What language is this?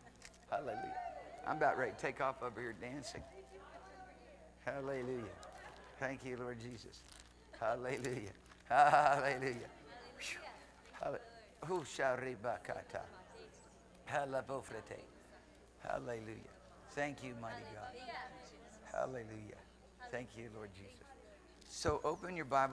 English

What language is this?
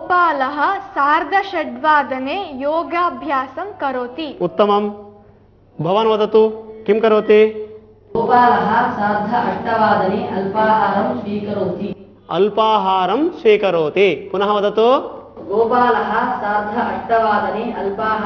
Sanskrit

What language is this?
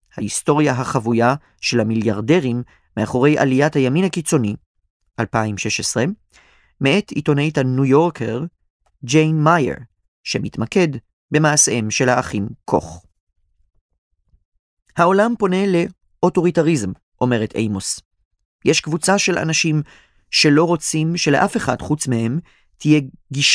Hebrew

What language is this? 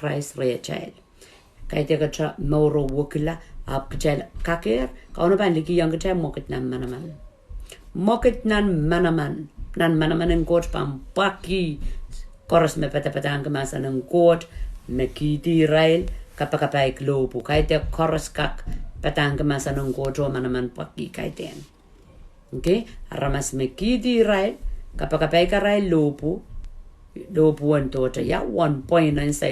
Pohnpeian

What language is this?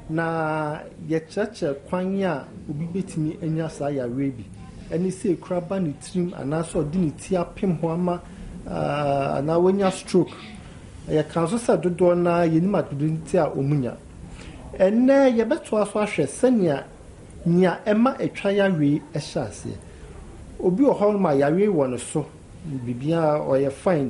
Akan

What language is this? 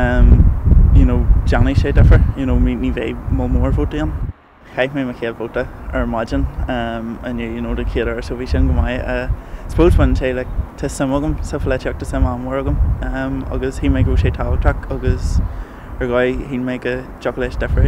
Irish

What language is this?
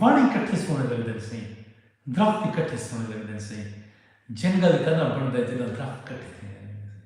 Saraiki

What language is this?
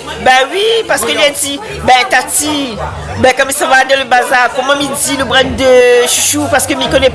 Réunion Creole French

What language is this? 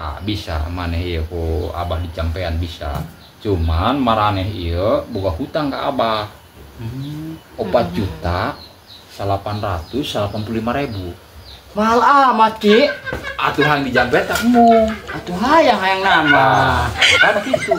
Sundanese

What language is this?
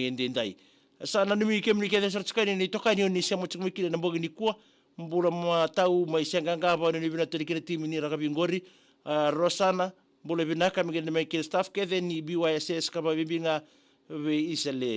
Fijian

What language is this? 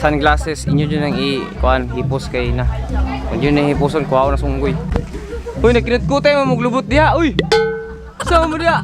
Cebuano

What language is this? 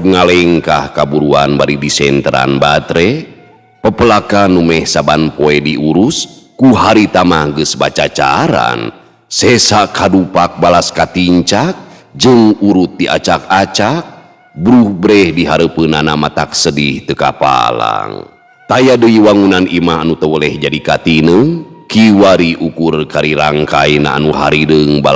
Sundanese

